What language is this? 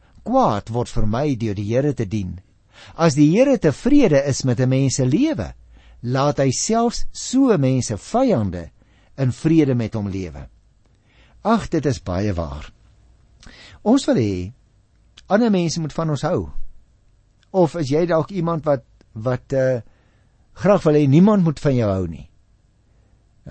Afrikaans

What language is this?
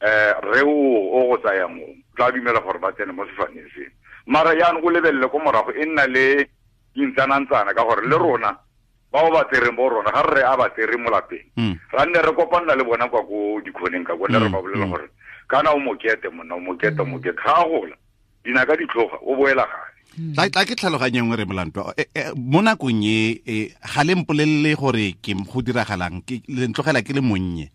Tswana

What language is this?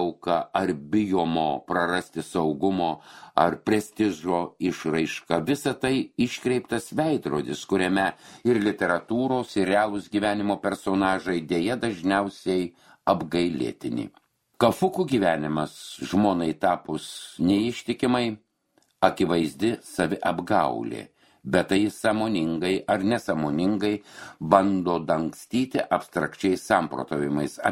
Lithuanian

